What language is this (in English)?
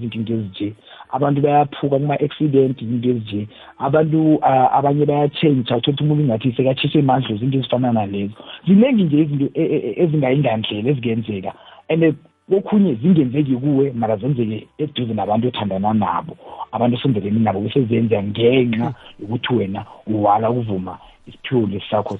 South Ndebele